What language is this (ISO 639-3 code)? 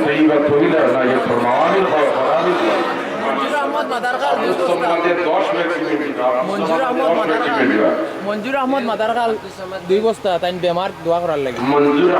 syl